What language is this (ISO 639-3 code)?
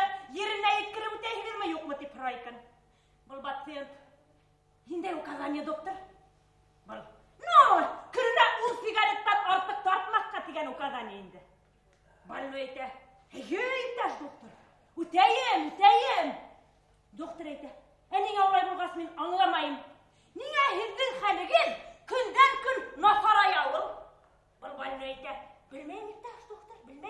bak